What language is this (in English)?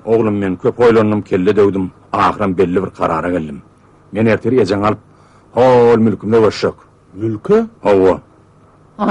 Turkmen